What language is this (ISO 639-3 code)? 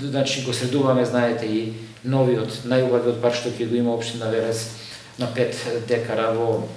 mkd